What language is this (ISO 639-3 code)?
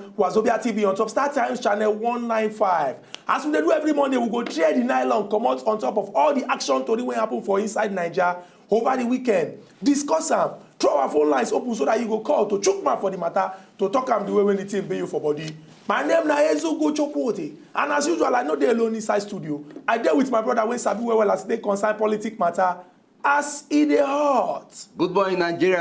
pcm